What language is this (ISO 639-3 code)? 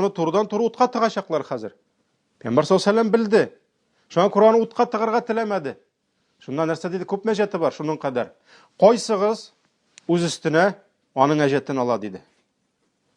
tat